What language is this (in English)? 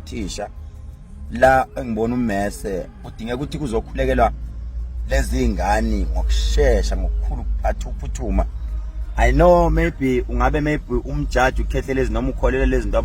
Zulu